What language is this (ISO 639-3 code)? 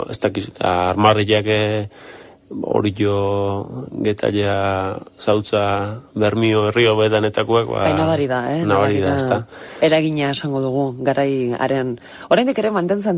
eus